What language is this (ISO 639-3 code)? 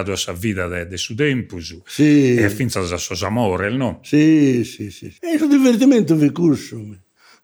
srd